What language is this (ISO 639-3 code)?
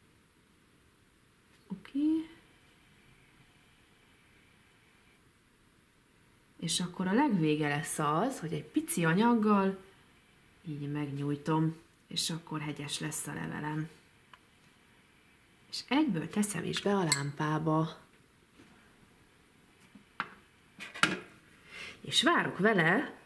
hun